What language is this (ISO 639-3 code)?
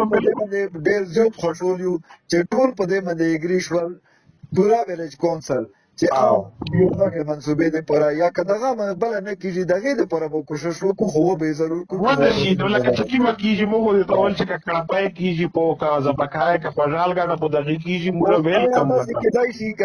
pus